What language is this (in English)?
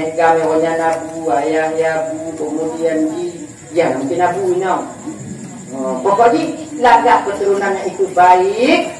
Achinese